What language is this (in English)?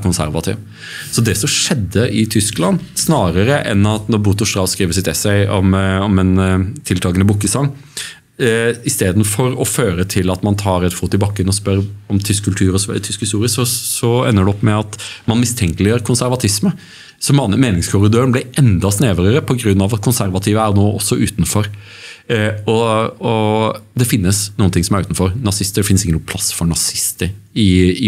Norwegian